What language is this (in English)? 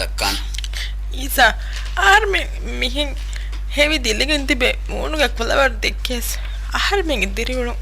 Divehi